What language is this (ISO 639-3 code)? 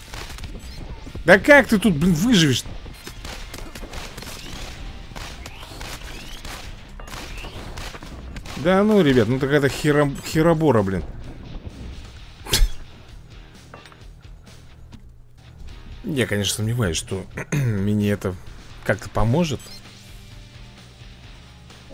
rus